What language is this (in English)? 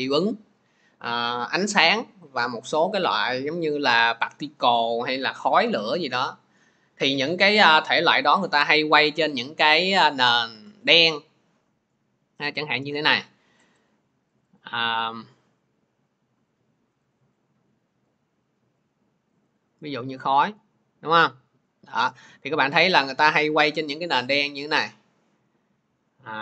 Vietnamese